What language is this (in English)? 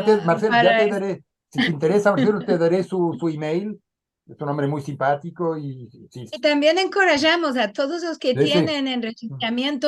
Ladino